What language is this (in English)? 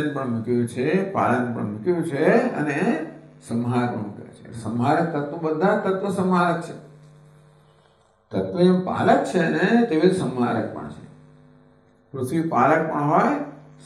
Gujarati